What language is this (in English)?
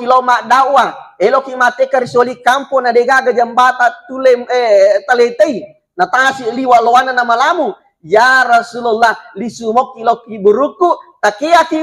Buginese